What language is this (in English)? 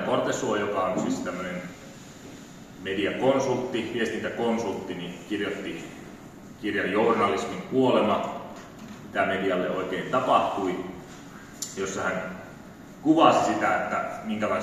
Finnish